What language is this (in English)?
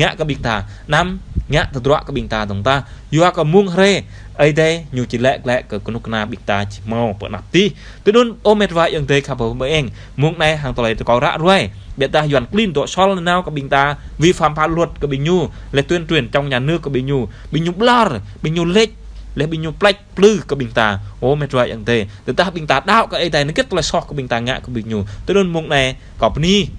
Jarai